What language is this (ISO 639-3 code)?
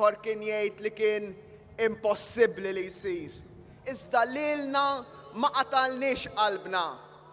mlt